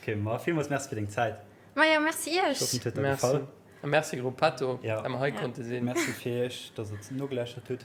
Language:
Luxembourgish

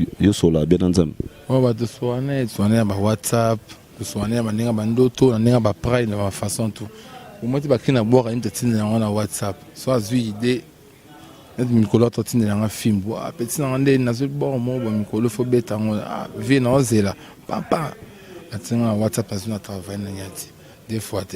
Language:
Lingala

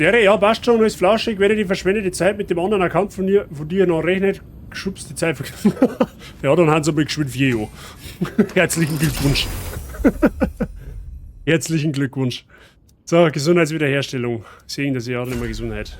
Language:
Bavarian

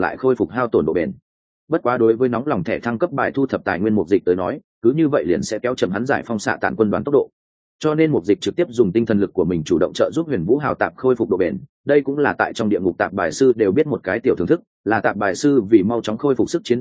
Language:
Vietnamese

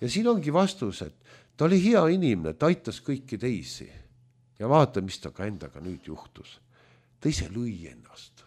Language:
Estonian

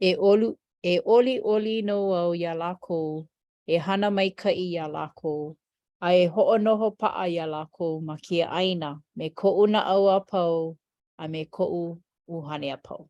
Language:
Hawaiian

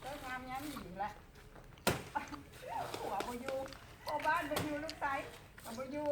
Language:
Lao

